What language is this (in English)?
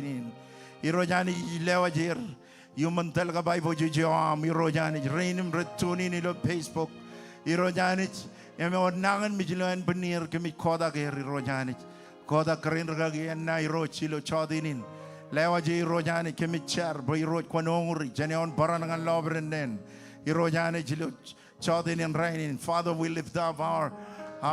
Marshallese